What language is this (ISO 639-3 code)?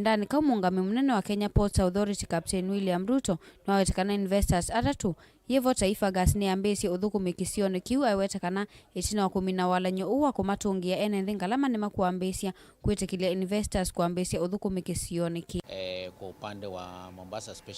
kam